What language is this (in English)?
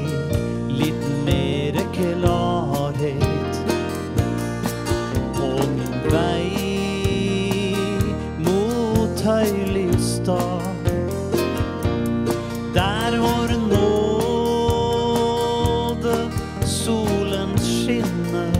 Norwegian